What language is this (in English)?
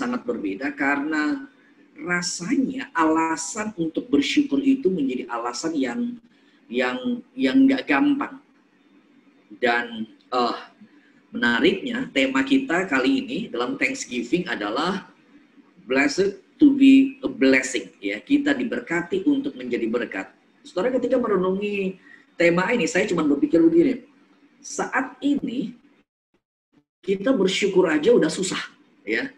Indonesian